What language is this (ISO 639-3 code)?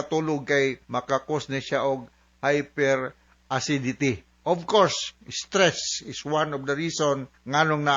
ceb